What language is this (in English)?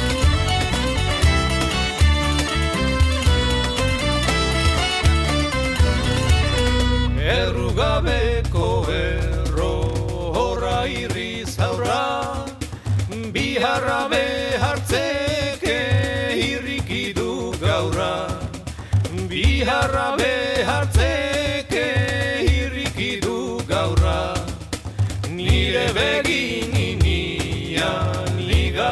Basque